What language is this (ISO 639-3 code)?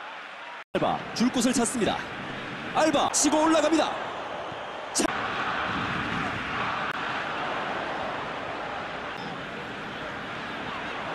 kor